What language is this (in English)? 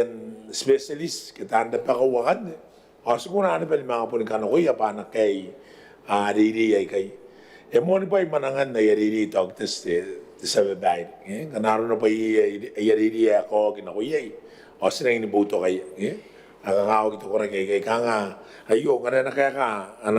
Gilbertese